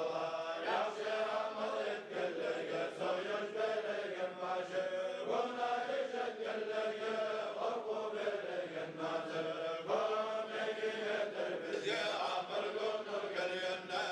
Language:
Kumyk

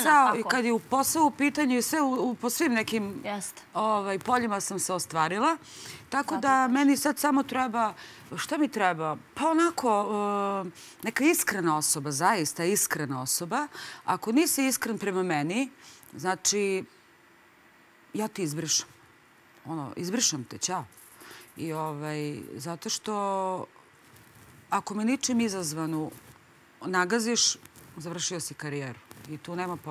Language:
Serbian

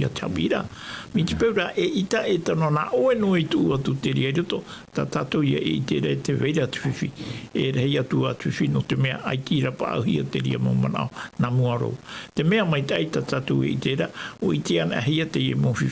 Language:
Tahitian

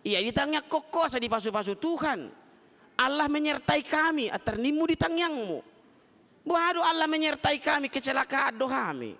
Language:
Batak Toba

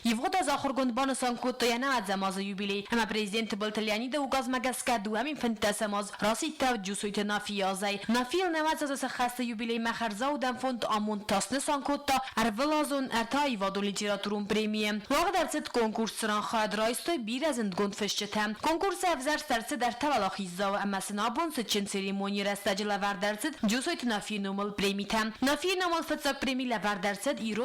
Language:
Ossetic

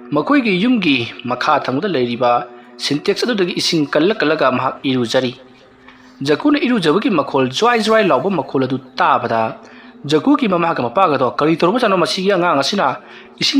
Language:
Manipuri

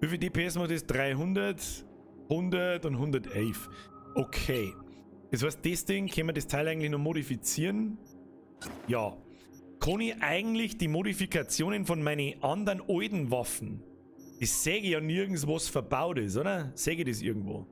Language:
Bavarian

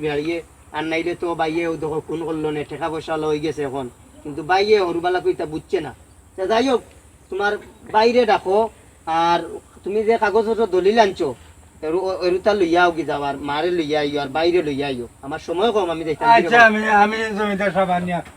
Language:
Sylheti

